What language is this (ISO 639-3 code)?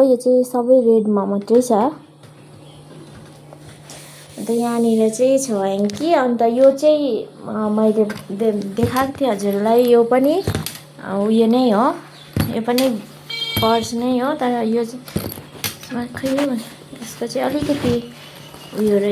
nep